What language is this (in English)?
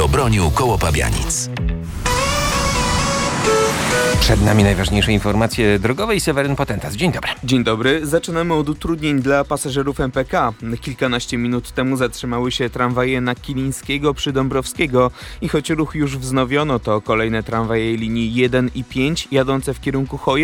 Polish